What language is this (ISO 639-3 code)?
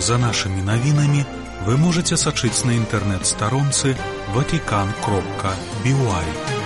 bel